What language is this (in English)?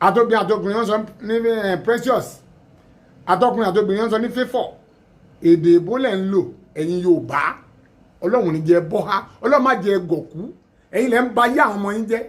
Yoruba